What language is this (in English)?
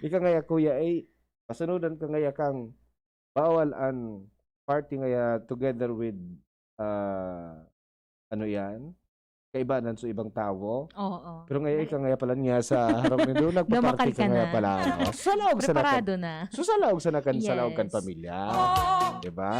Bikol